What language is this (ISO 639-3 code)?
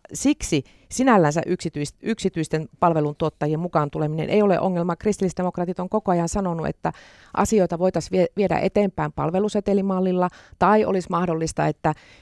fin